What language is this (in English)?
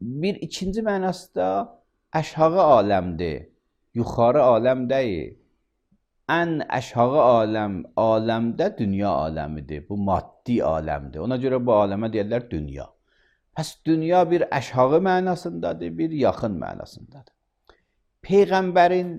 Azerbaijani